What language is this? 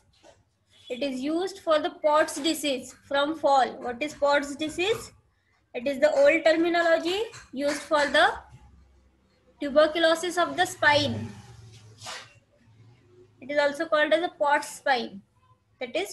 English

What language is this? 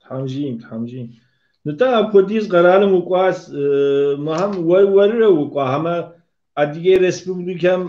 Kabardian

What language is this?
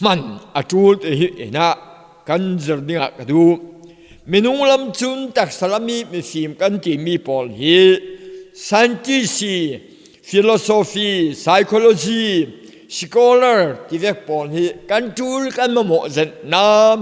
Falam Chin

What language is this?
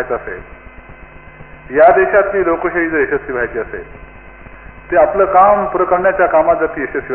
Marathi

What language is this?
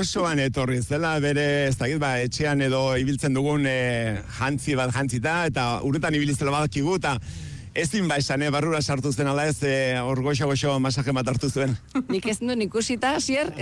Basque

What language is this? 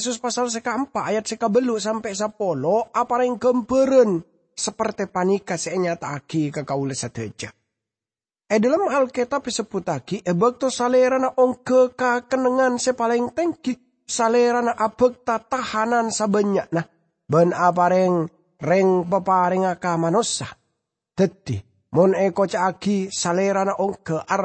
Madurese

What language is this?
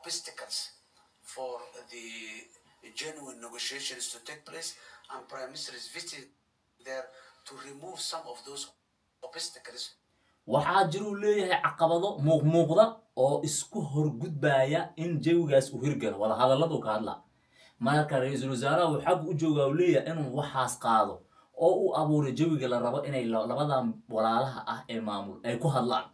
Somali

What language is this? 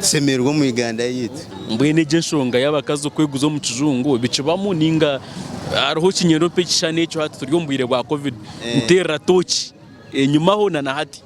Nyankole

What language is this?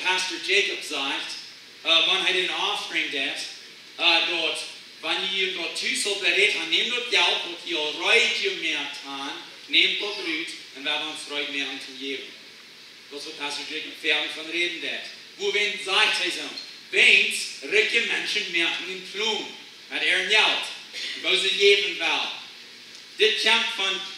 Plautdietsch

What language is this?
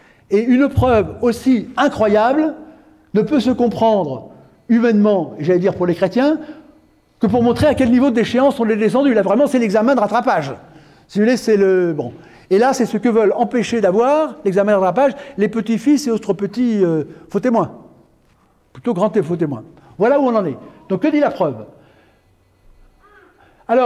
French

